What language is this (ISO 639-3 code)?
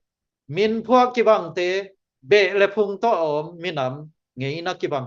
ctd